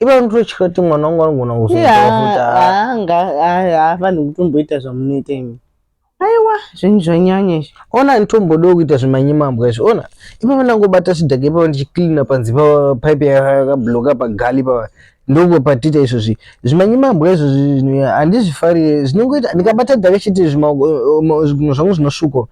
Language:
Shona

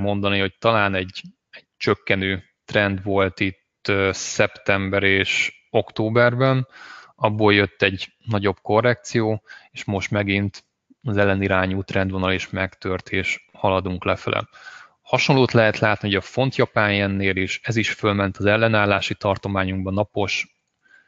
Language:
Hungarian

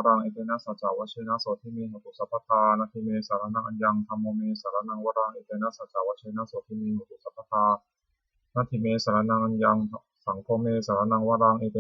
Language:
Pali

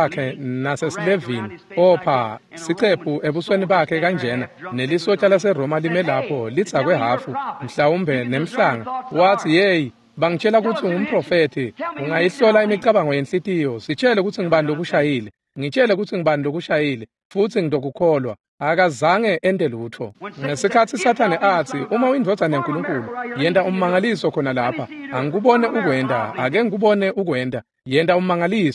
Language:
Swati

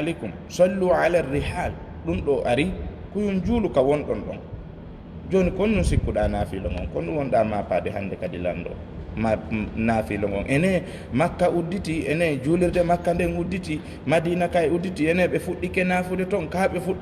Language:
Fula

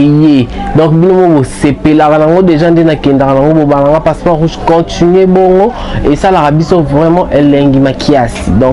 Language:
Lingala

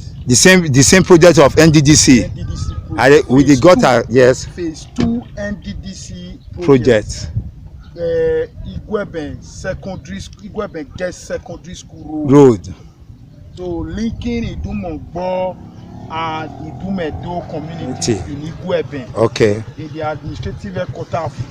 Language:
Nigerian Pidgin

